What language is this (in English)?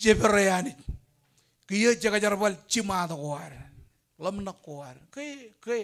Marshallese